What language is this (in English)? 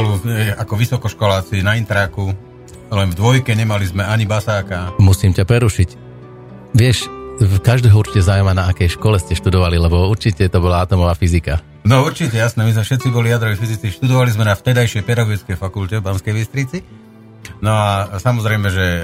Slovak